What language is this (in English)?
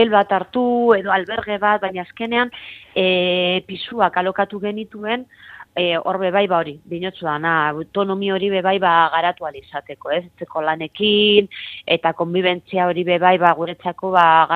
Basque